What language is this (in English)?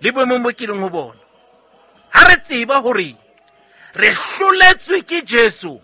Southern Sotho